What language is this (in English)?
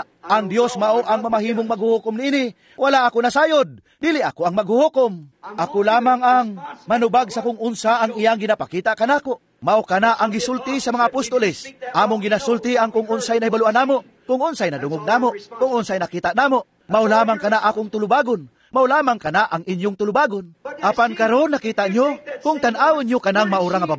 Cebuano